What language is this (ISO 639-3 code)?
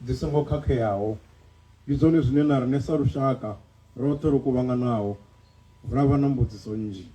ven